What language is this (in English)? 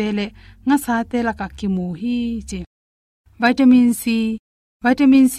Tedim Chin